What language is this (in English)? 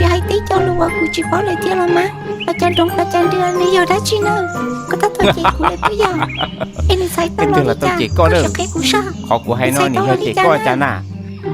Hmong